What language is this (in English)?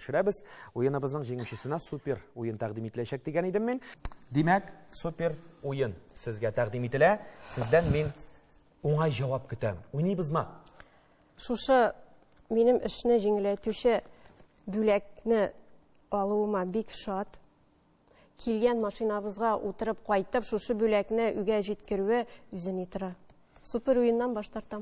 Tatar